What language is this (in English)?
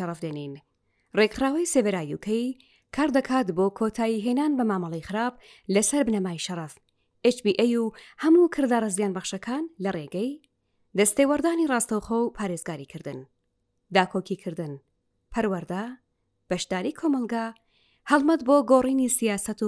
Central Kurdish